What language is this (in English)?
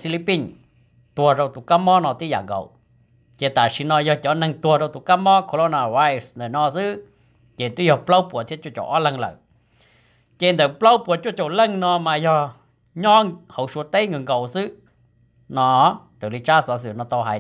Vietnamese